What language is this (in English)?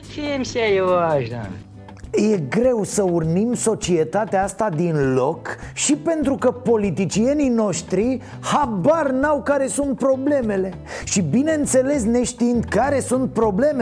Romanian